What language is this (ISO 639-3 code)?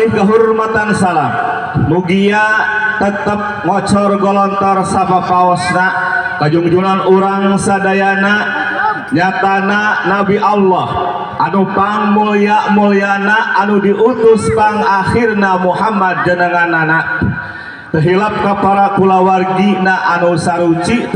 sun